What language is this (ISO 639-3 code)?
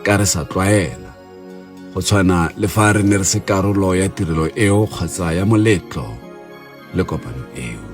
tsn